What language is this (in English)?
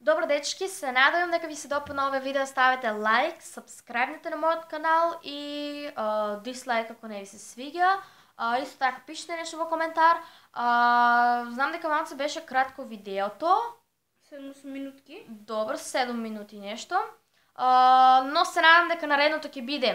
Macedonian